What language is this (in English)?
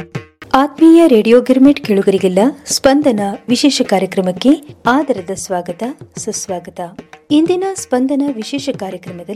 Kannada